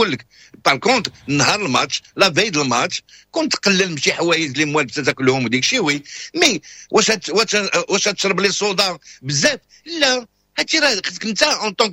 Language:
Moroccan Arabic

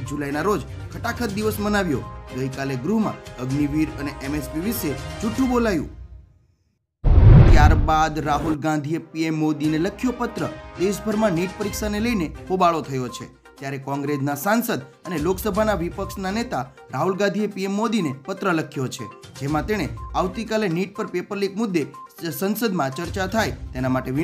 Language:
Gujarati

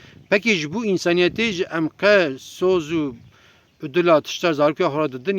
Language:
Kurdish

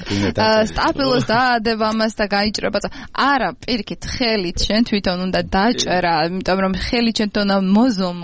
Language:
Georgian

